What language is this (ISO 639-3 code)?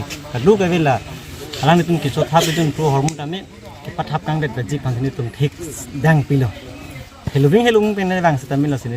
mjw